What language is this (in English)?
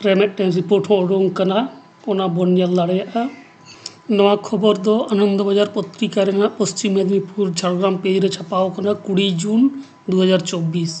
Santali